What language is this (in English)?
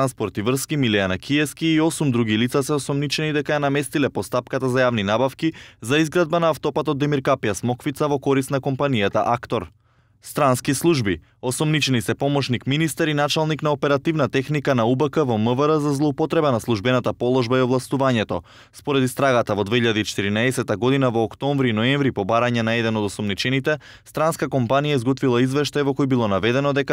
Macedonian